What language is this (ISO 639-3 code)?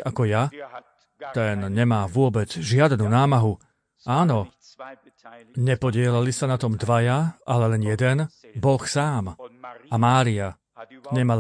slk